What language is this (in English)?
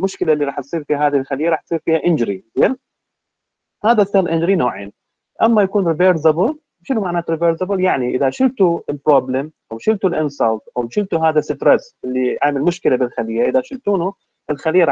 Mesopotamian Arabic